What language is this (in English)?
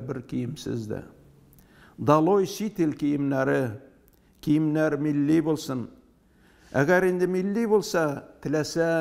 Tatar